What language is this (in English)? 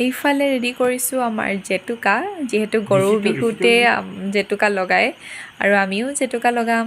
Assamese